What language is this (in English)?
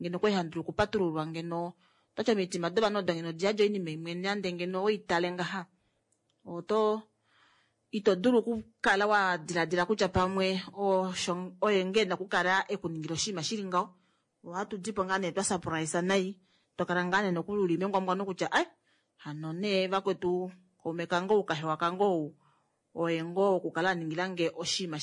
Kuanyama